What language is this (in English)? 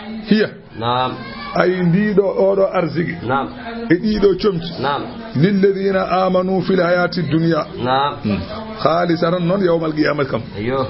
Fula